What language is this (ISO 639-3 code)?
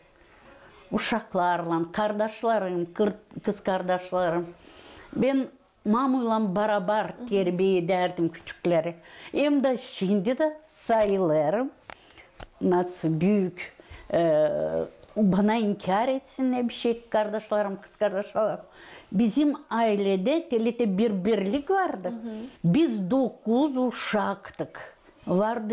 gag